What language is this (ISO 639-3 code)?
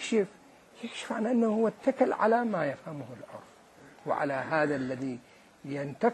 acm